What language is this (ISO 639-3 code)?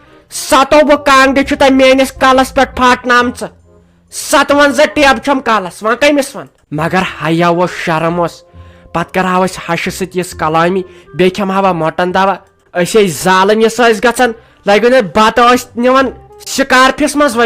kas